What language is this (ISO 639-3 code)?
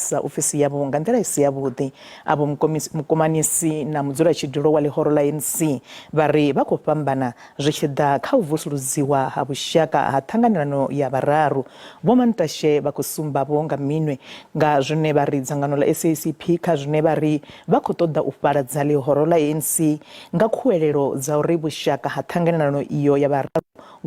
ven